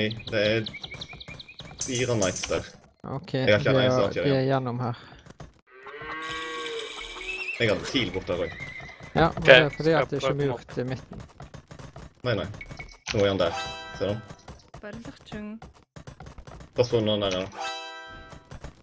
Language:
Norwegian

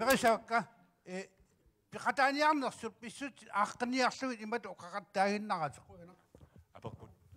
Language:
Kalaallisut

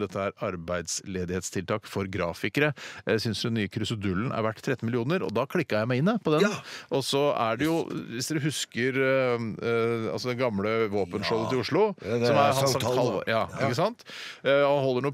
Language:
Norwegian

